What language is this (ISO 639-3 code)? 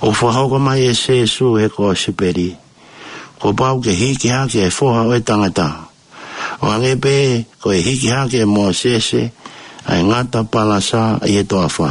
ton